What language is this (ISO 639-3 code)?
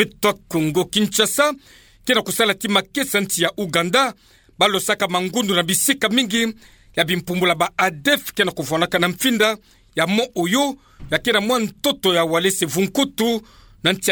ktu